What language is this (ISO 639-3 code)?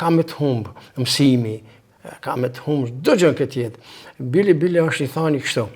sqi